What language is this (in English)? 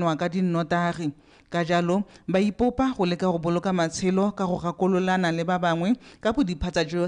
Tswana